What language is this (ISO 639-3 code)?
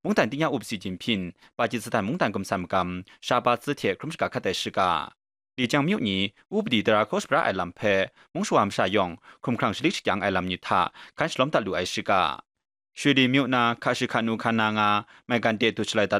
kac